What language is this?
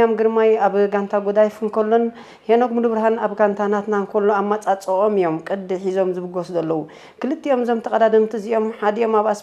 Tigrinya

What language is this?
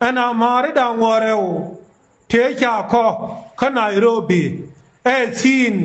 Nuer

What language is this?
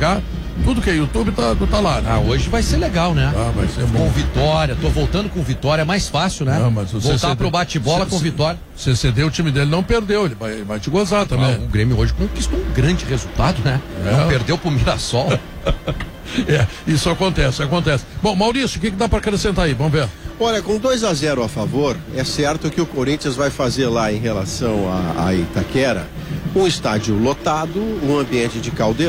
Portuguese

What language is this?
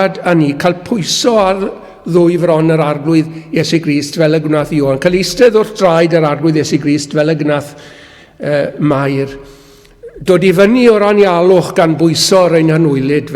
Welsh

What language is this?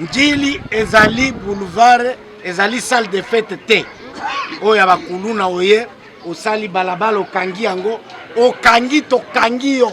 Lingala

